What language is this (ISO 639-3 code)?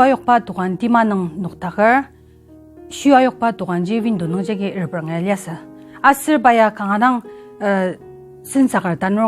njo